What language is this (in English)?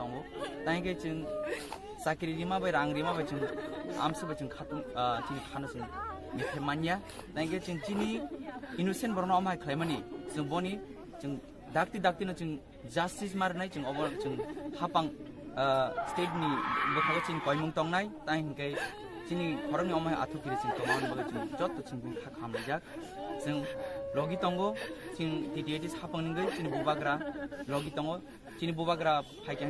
Kok Borok